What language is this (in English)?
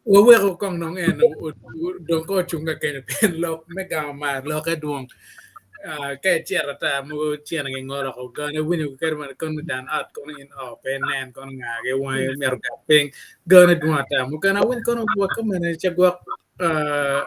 Acoli